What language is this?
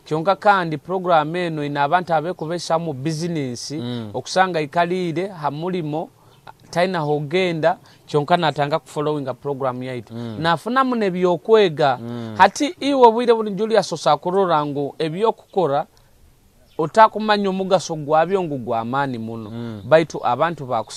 Nyoro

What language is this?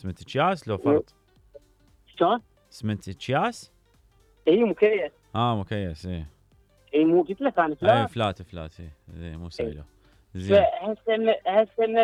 Mesopotamian Arabic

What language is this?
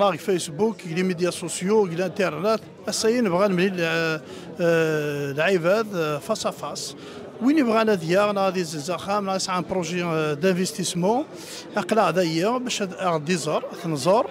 Kabyle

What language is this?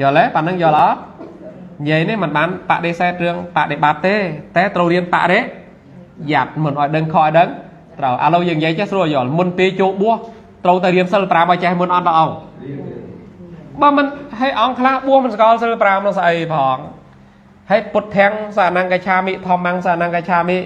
Khmer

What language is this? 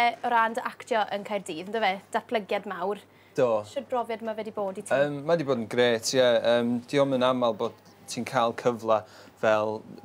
Welsh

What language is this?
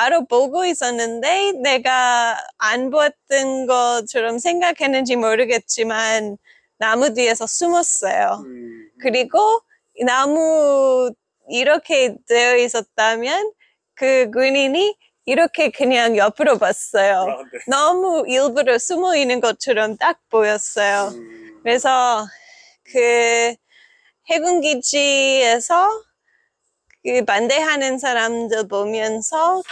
Korean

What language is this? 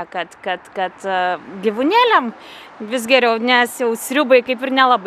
Lithuanian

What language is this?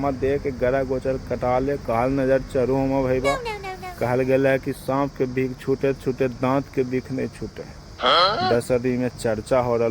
Magahi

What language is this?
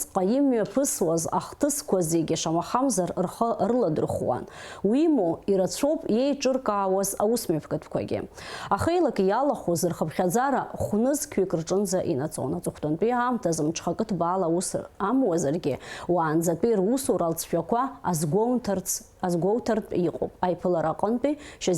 Abkhazian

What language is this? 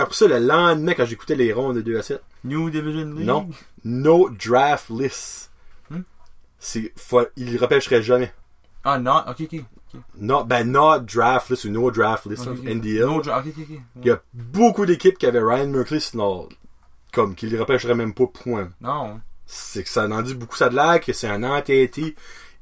French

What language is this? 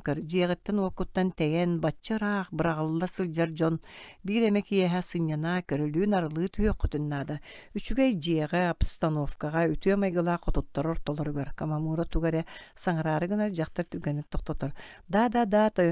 Yakut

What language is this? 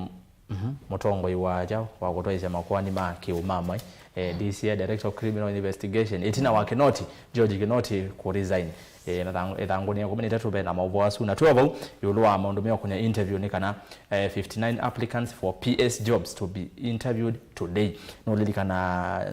Kamba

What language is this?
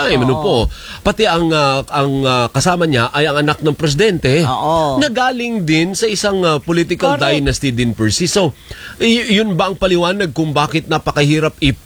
Filipino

